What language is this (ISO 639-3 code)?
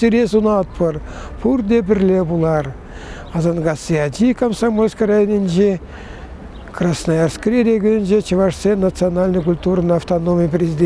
chv